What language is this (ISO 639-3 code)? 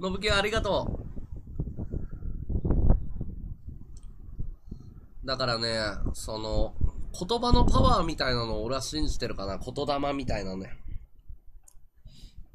jpn